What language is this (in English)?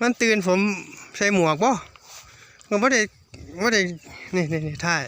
Northeastern Thai